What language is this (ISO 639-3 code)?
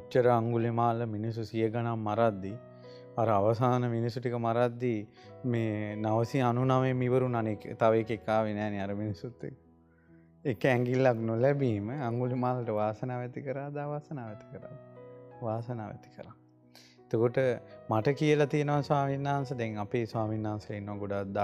sin